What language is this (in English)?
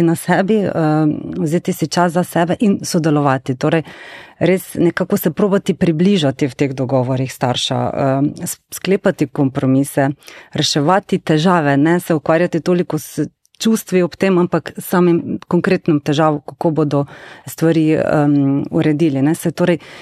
Slovenian